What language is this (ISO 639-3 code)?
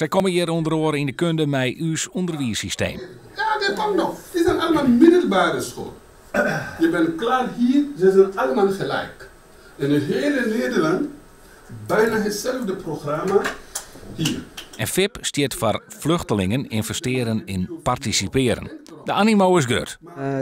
fry